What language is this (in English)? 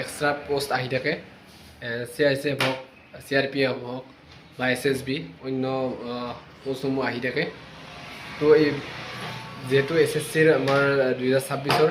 Assamese